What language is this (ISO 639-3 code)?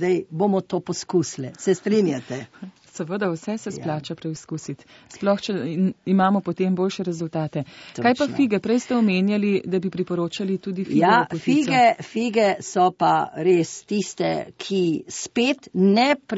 slv